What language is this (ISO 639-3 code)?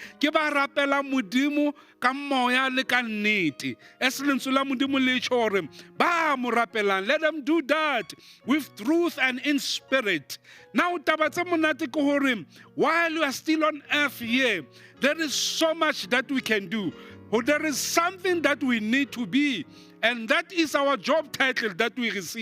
sot